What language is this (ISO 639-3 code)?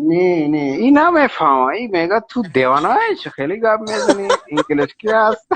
tgk